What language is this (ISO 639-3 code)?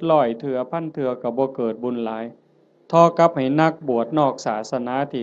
tts